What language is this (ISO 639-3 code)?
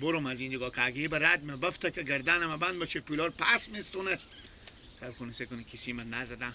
fas